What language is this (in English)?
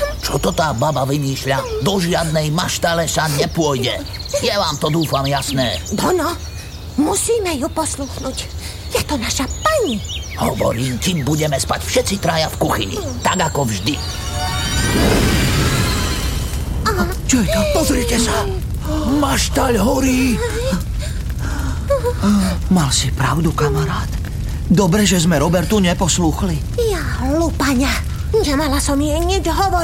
Slovak